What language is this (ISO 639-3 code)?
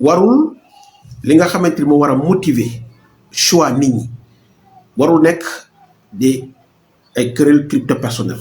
wol